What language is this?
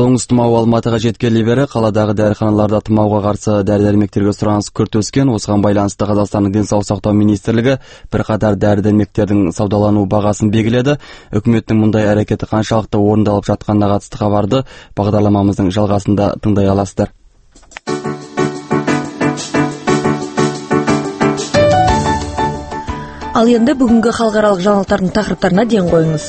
Kazakh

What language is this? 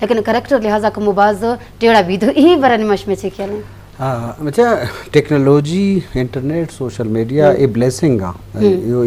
Eastern Balochi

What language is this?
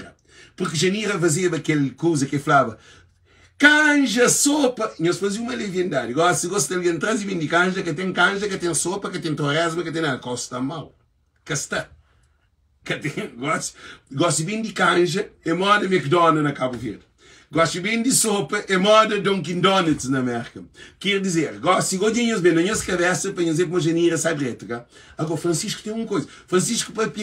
Kabuverdianu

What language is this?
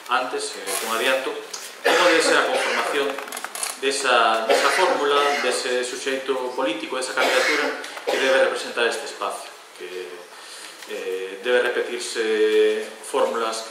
Galician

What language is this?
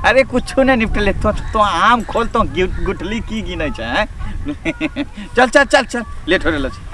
Angika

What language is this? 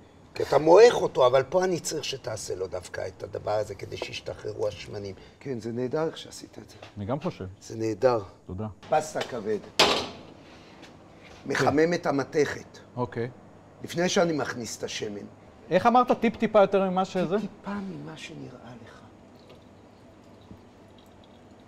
Hebrew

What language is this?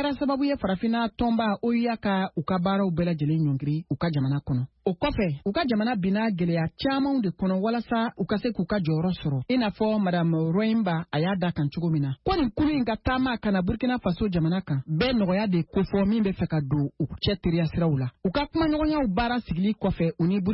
Bambara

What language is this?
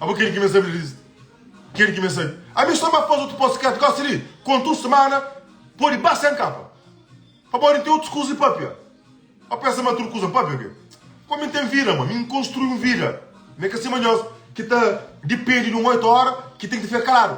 Kabuverdianu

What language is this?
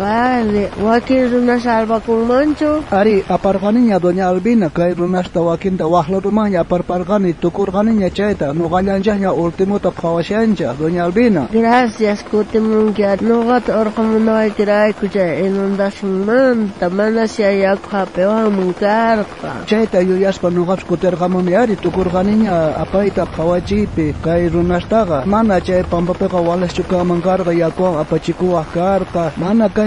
South Bolivian Quechua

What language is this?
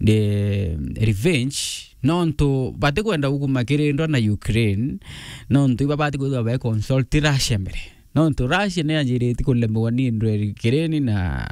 Meru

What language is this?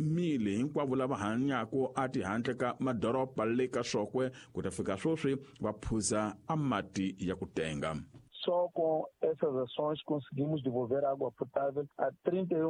Tsonga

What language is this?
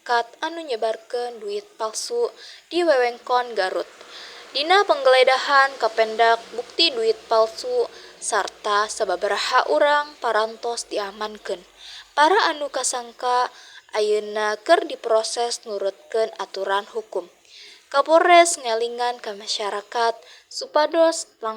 Sundanese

